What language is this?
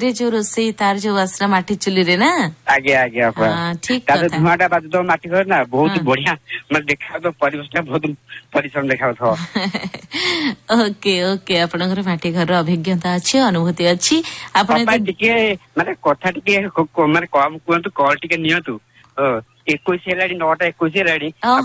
Odia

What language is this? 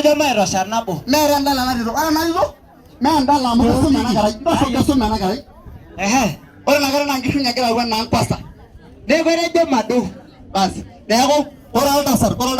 Masai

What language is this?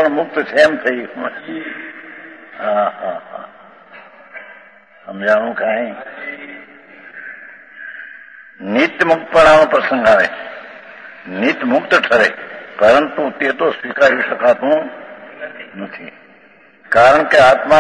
Gujarati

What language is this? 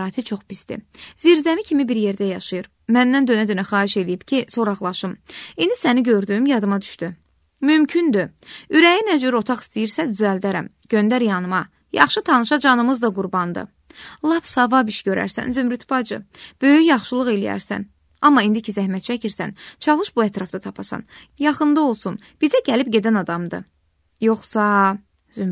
Azerbaijani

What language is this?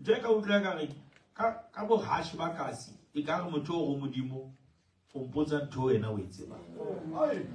Southern Sotho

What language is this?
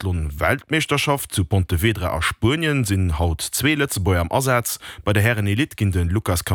Luxembourgish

